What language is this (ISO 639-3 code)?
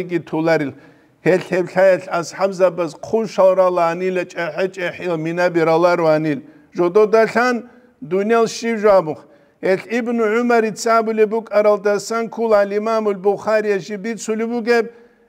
ava